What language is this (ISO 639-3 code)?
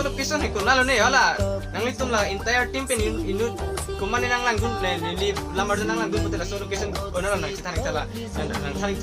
mjw